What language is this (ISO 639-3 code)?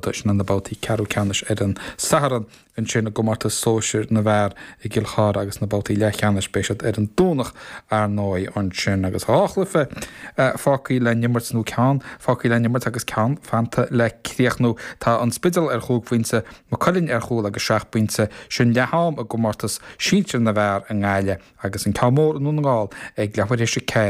gle